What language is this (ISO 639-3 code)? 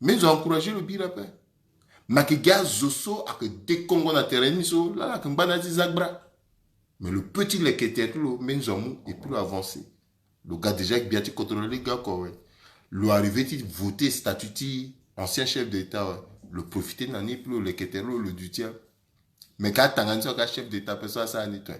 sag